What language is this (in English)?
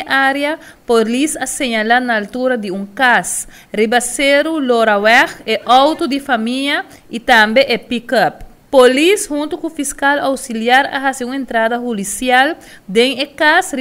Papiamento